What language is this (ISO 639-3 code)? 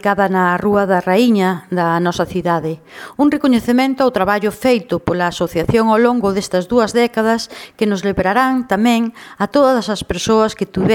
glg